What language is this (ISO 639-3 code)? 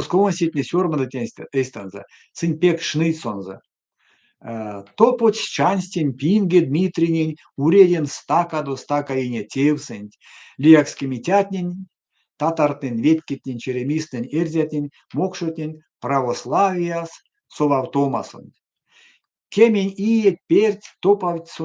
myv